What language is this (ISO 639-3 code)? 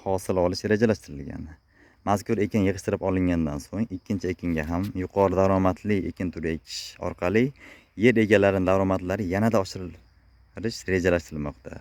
uzb